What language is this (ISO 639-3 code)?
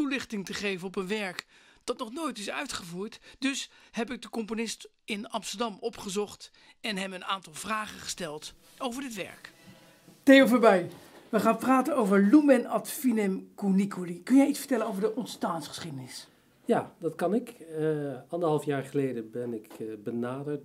nld